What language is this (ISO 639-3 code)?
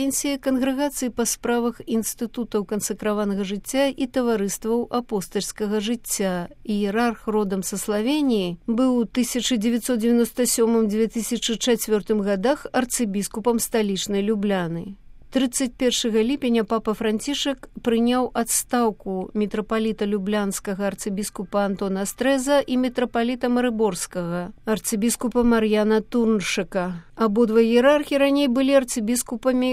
bel